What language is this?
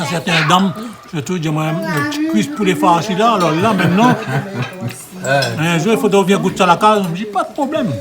Réunion Creole French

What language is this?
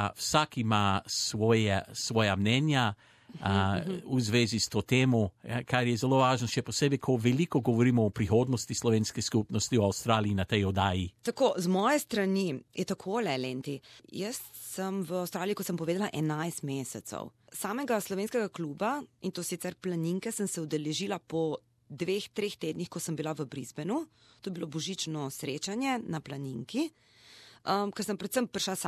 Slovenian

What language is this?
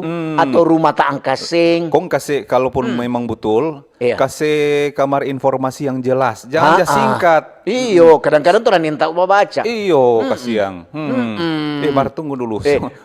Manado Malay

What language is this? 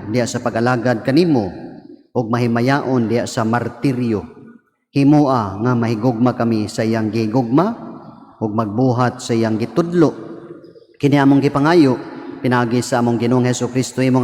Cebuano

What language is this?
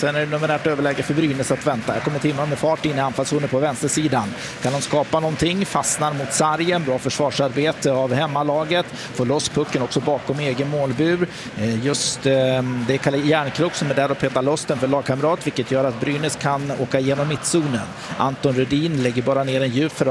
Swedish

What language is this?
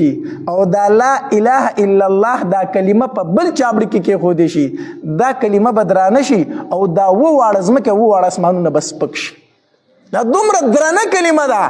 Pashto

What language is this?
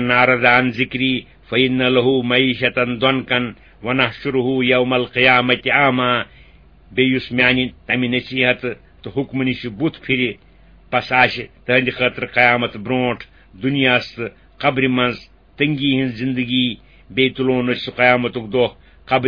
Kashmiri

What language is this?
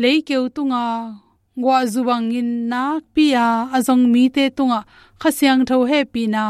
Tedim Chin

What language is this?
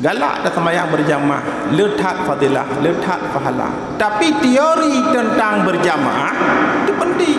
Achinese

